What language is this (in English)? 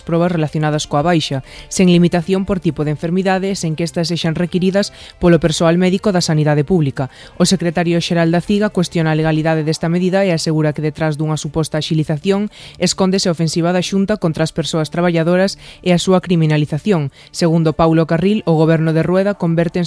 Galician